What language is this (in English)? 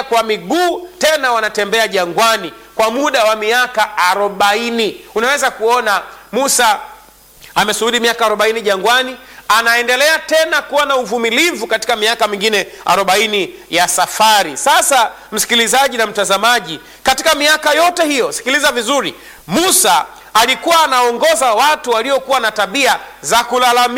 Swahili